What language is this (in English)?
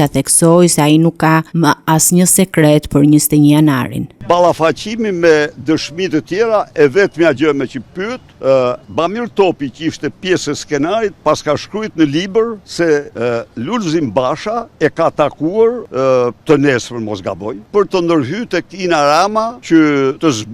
Albanian